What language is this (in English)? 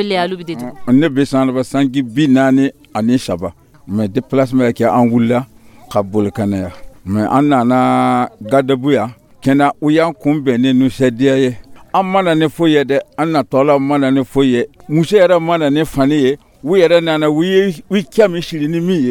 Dyula